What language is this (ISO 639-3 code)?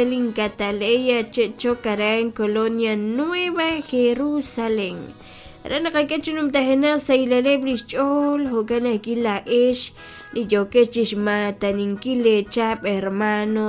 kek